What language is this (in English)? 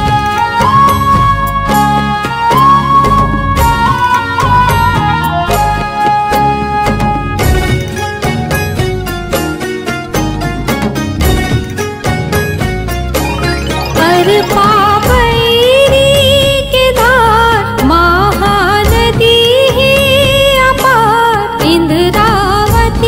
Chhattisgarhi